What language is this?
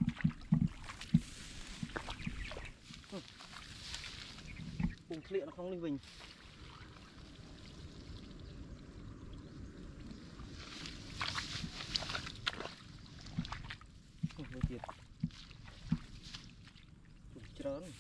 Vietnamese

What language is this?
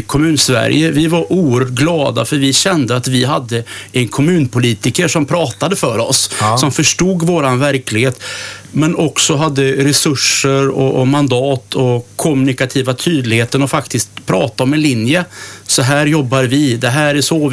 Swedish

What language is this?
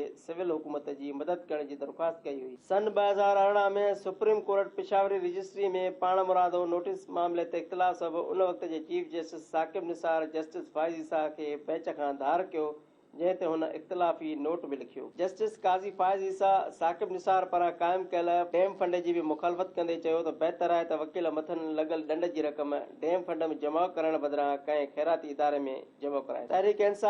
Sindhi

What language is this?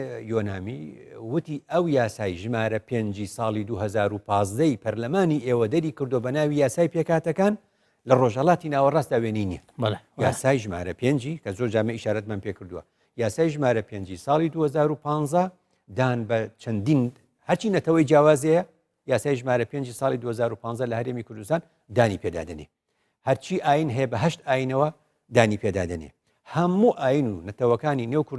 Central Kurdish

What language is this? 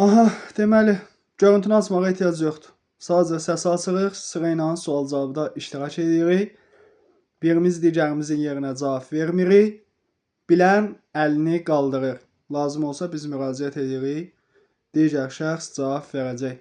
Azerbaijani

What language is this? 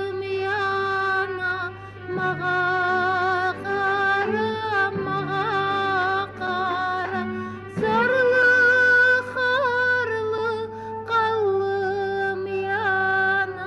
Kumyk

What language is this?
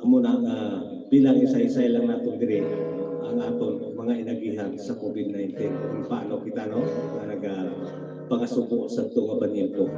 Hiligaynon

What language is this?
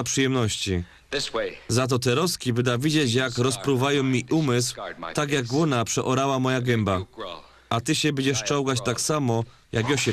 Silesian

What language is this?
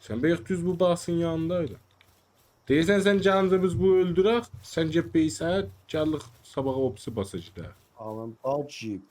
South Azerbaijani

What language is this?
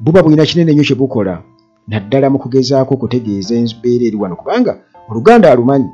Ganda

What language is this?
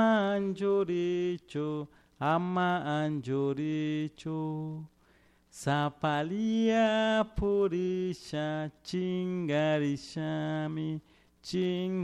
Chimborazo Highland Quichua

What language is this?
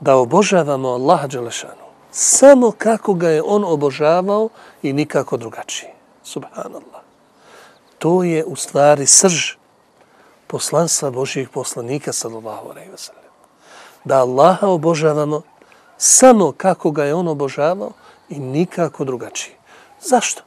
Bosnian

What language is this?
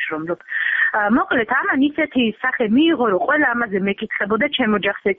Georgian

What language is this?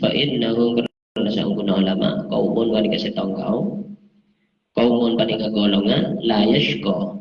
Madurese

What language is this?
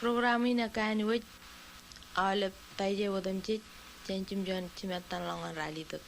Marshallese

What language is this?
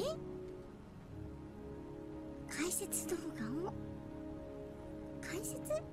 Japanese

